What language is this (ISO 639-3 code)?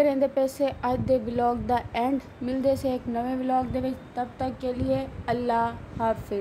skr